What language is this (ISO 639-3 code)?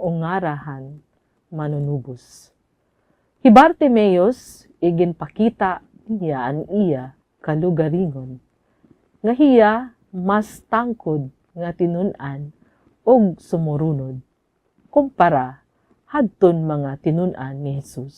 war